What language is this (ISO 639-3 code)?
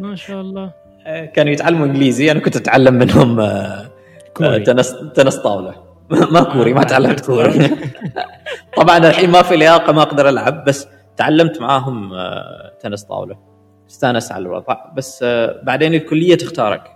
afb